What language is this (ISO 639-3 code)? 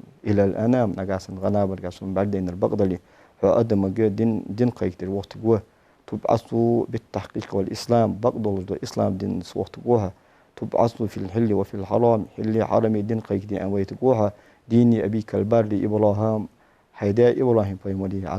inh